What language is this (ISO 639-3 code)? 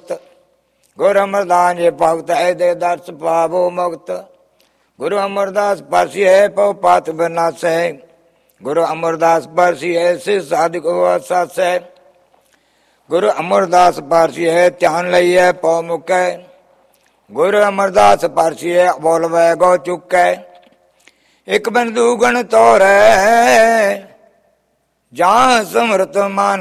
pan